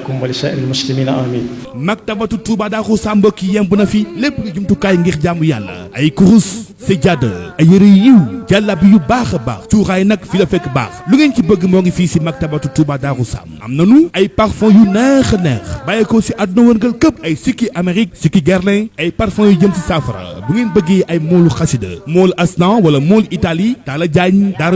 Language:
Wolof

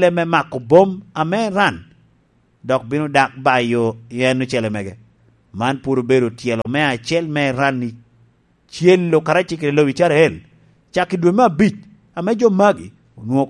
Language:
Lango (Uganda)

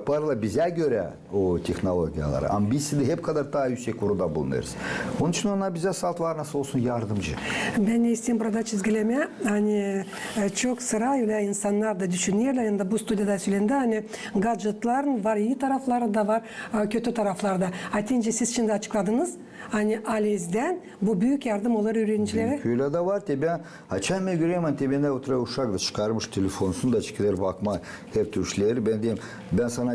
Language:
Gagauz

